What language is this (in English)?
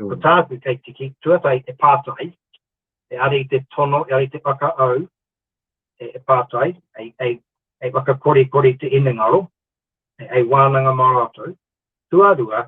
Māori